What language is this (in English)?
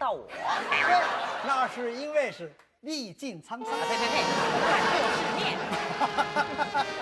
Hakka Chinese